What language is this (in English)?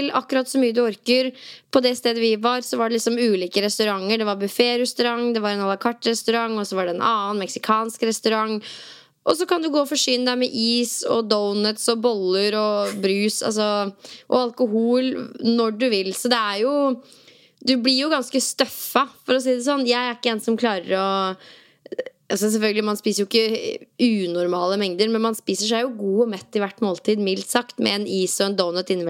Norwegian